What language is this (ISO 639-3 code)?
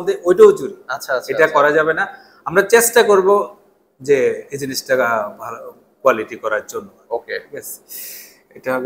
ben